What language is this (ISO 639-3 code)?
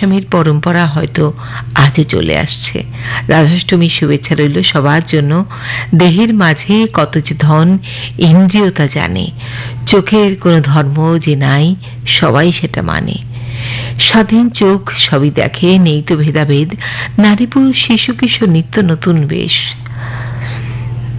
ben